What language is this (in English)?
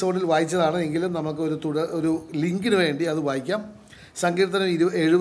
Malayalam